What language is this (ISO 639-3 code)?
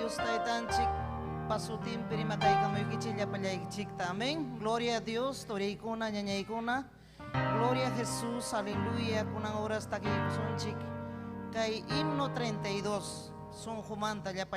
quy